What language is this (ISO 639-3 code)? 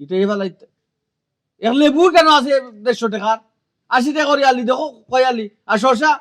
syl